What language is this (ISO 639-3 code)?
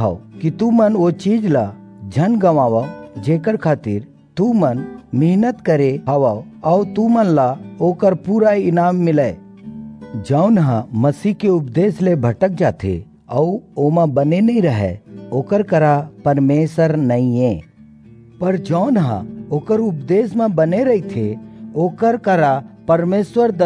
hne